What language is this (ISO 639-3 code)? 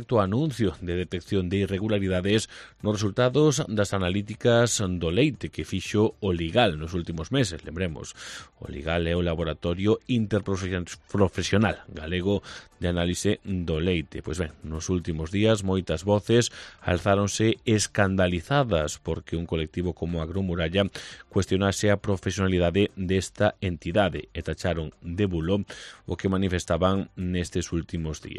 glg